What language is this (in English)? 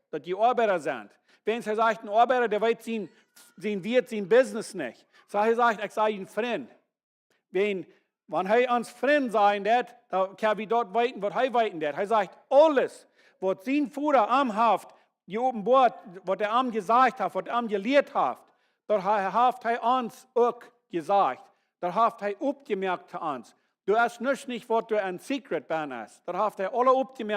Plautdietsch